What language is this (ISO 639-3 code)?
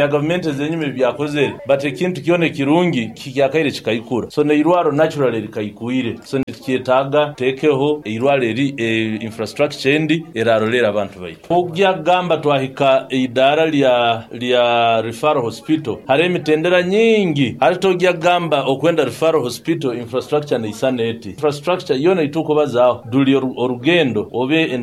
nyo